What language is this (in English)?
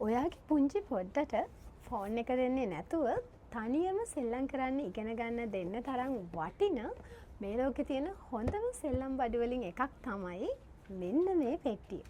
Sinhala